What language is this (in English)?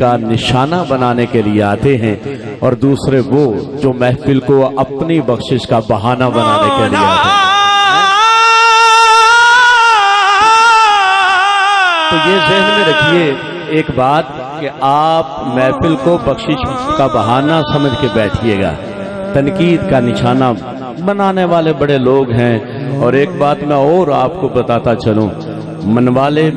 Urdu